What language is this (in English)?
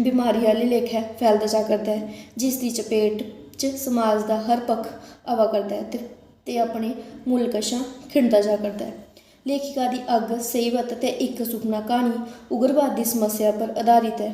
Dogri